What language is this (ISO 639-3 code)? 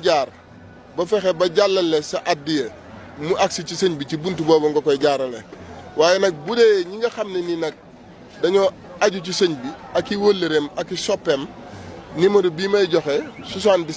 wol